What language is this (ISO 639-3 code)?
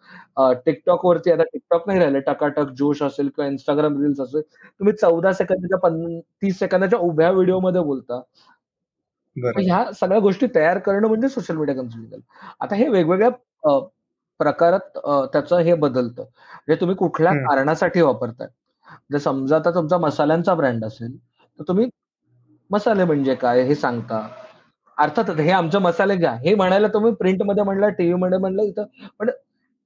mar